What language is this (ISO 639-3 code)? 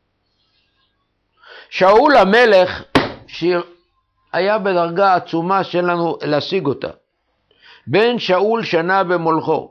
heb